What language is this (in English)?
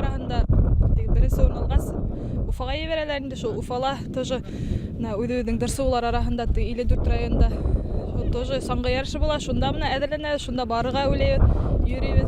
Bashkir